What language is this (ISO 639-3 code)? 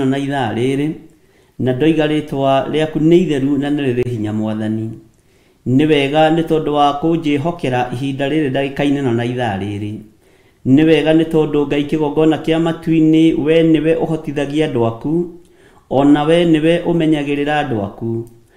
kik